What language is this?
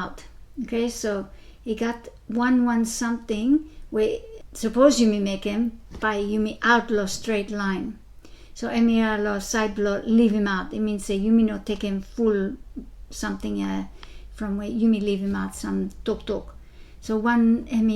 Bislama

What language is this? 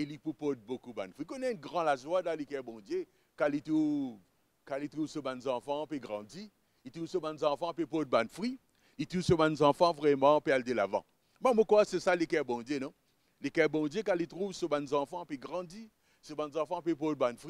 Morisyen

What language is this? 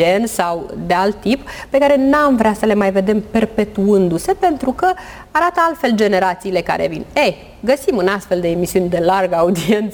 Romanian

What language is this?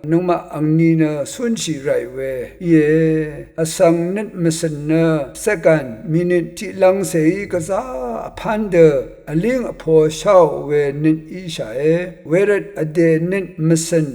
Rawang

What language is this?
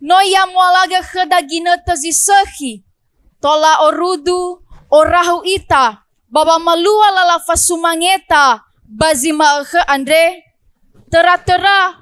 Nias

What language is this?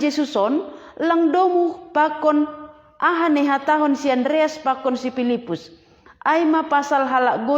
Batak Simalungun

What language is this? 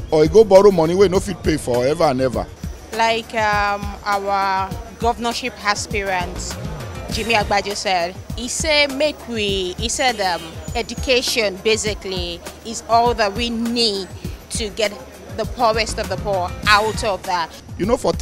Nigerian Pidgin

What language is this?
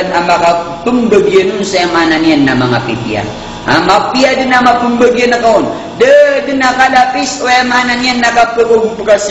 Maranao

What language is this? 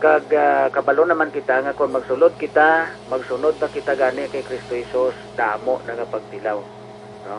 Hiligaynon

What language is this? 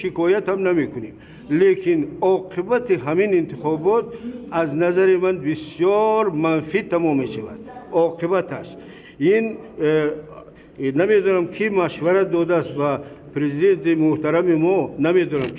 Tajik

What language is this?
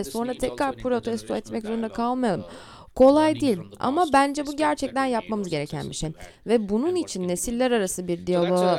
Turkish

